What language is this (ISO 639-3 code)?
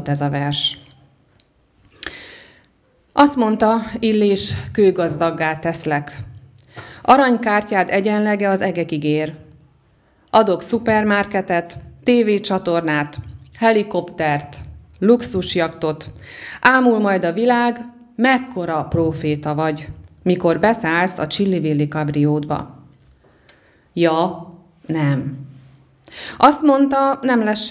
hun